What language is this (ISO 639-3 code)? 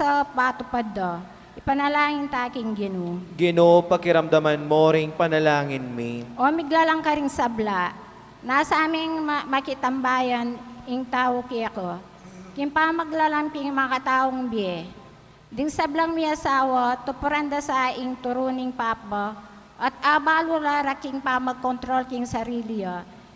pam